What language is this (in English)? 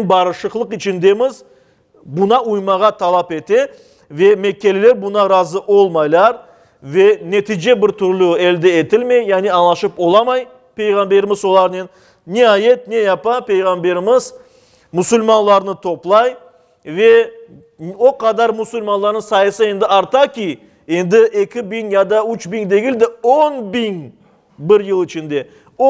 Crimean Tatar